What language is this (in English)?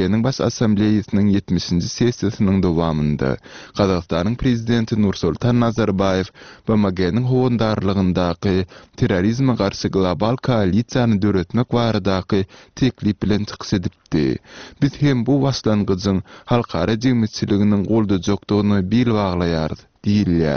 Turkmen